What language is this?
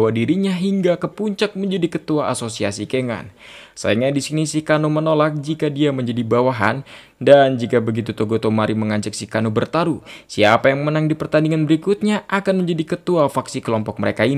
Indonesian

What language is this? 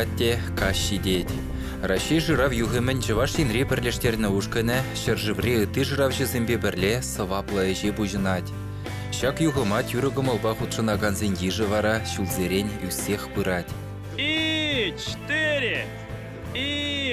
Chuvash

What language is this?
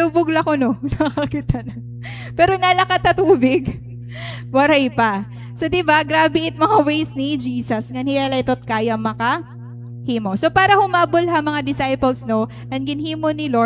Waray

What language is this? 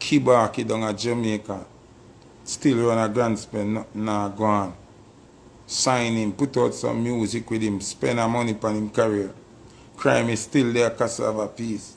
Jamaican Creole English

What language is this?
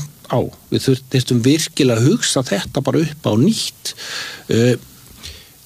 Icelandic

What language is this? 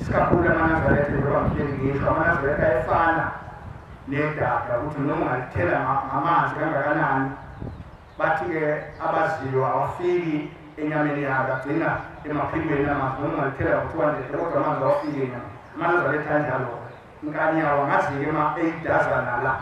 Zulu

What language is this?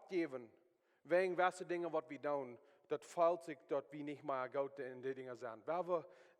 Plautdietsch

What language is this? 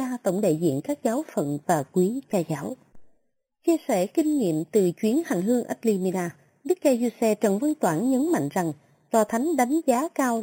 Vietnamese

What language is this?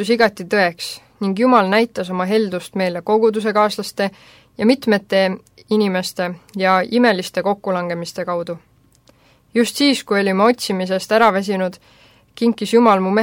Estonian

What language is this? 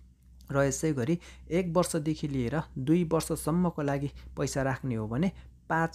Nepali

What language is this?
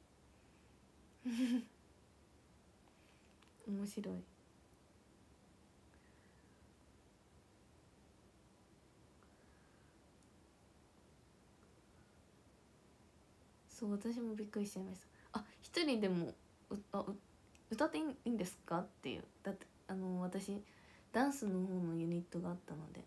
Japanese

